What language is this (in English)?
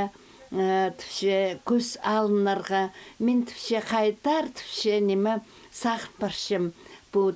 Khakas